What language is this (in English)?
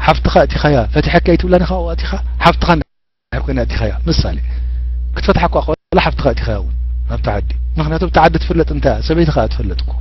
Tigrinya